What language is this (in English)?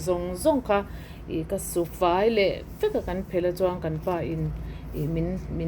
Mizo